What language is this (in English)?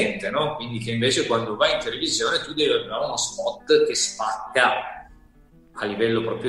Italian